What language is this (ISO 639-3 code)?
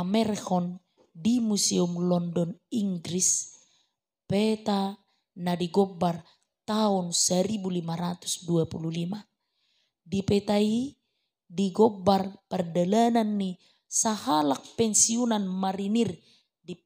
bbc